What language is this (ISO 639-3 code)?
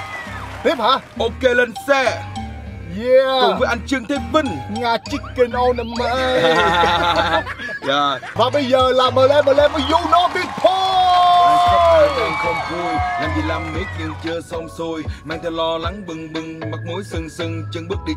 vie